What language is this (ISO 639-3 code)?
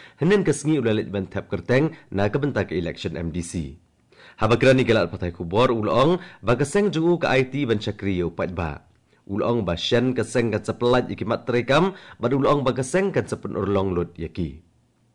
kha